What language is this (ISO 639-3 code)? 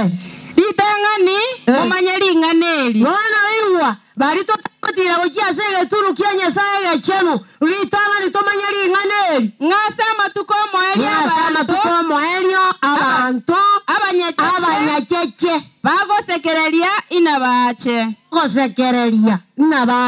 guz